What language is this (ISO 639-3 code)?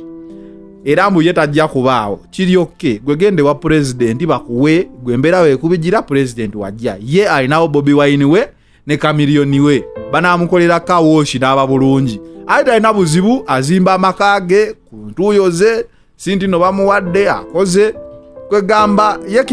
lug